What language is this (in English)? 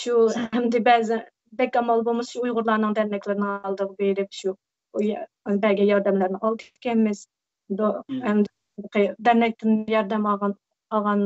Uyghur